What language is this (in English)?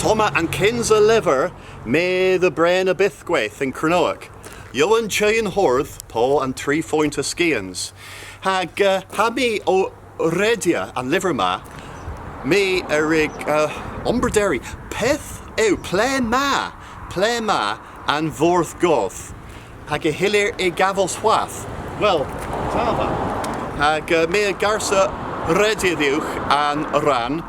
Cornish